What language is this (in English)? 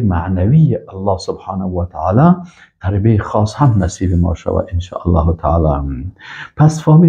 Persian